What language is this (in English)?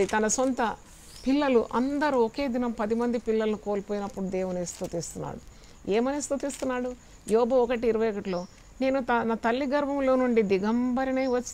Telugu